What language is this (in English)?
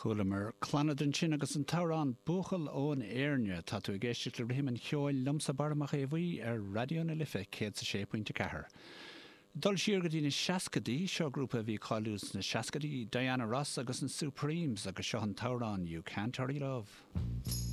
Irish